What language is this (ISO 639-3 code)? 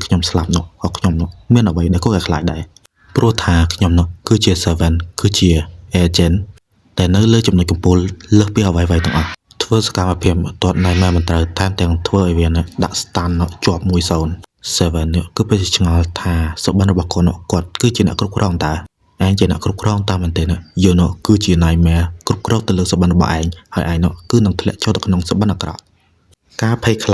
khm